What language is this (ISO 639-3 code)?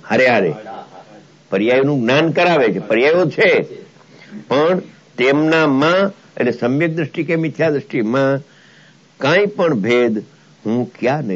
guj